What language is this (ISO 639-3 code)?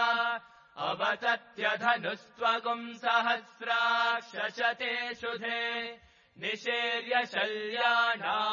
san